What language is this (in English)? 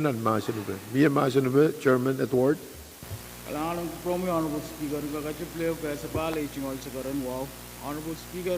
Pohnpeian